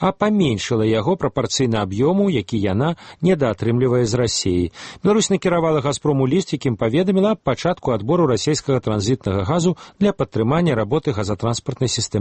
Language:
Belarusian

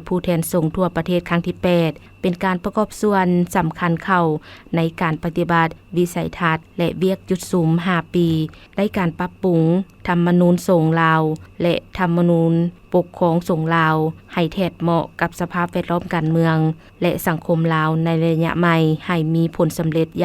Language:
Lao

